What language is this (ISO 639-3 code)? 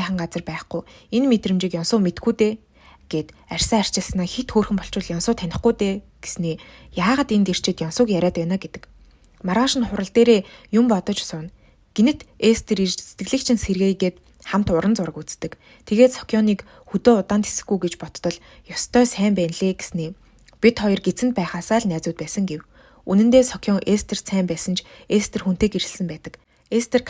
mon